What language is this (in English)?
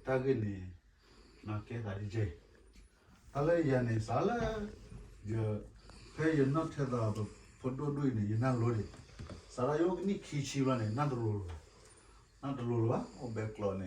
S'gaw Karen